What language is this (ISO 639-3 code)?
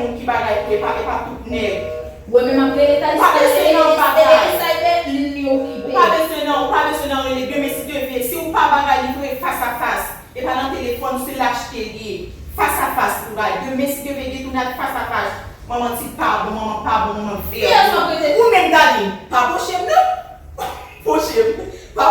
hat